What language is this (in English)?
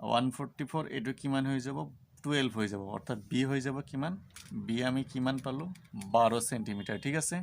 Assamese